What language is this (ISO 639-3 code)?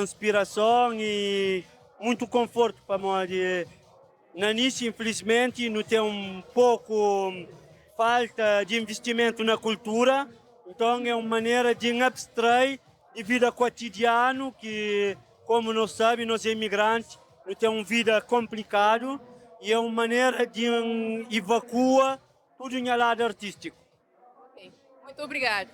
kea